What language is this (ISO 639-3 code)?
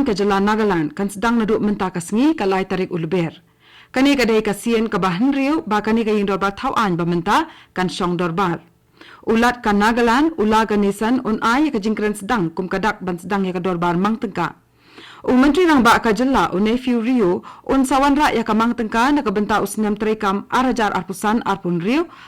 kha